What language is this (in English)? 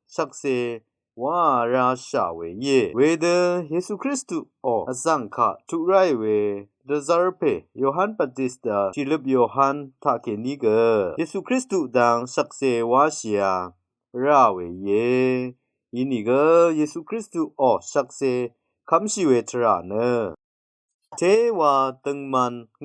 Rawang